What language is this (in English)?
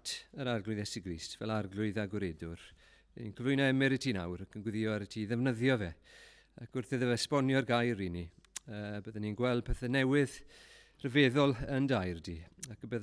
Welsh